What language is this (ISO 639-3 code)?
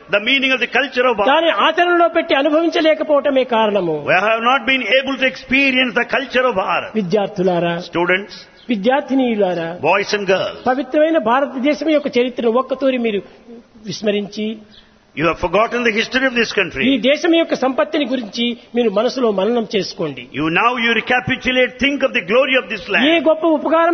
tel